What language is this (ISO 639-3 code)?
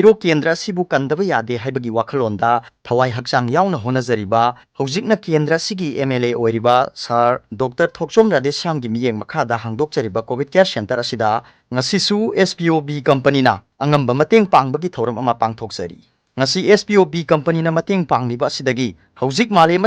mni